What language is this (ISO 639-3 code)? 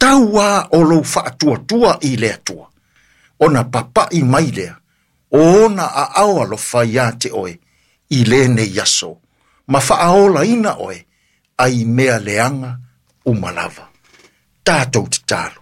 smo